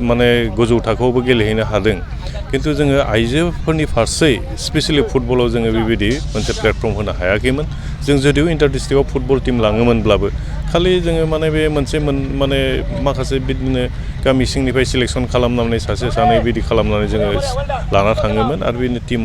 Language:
Bodo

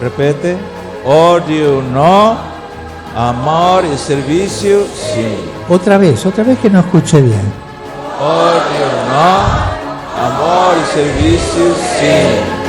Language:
Tetum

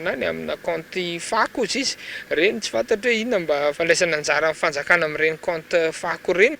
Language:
Malagasy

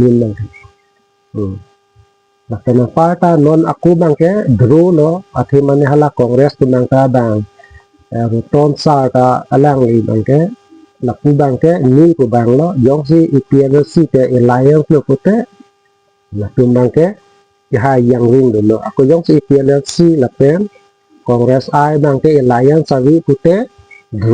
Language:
Karbi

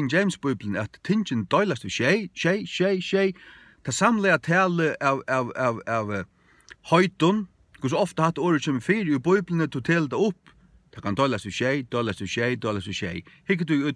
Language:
Faroese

